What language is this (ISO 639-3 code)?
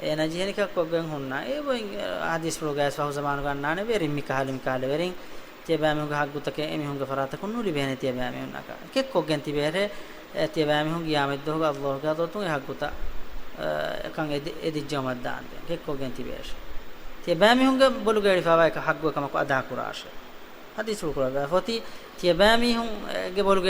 div